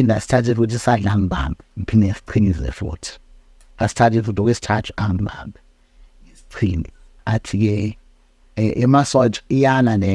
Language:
Zulu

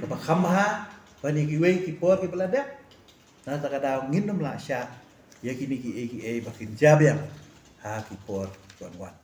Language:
Khasi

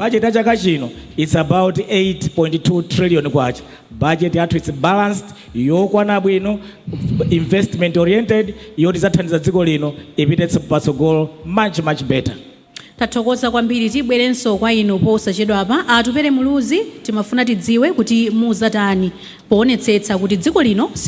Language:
Nyanja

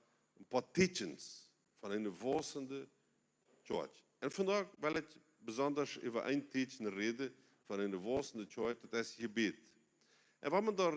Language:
Plautdietsch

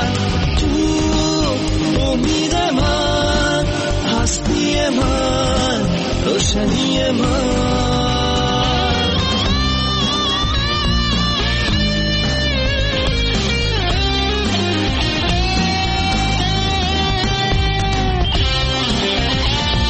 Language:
Persian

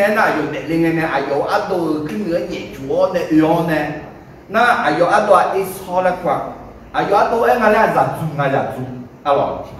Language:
Akha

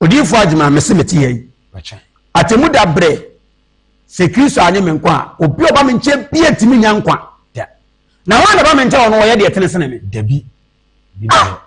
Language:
Akan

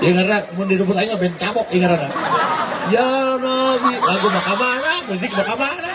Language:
Sundanese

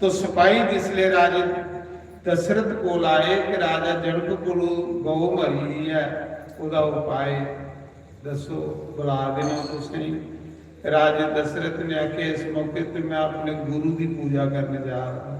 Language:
Dogri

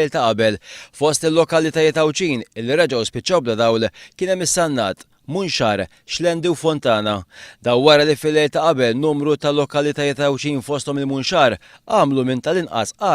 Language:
Maltese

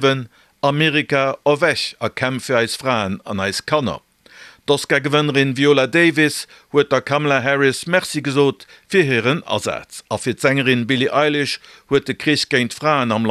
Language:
Luxembourgish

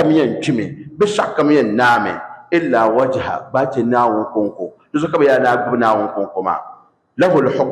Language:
Dagbani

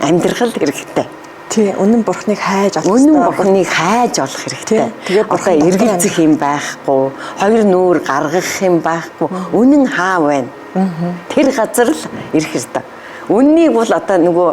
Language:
Mongolian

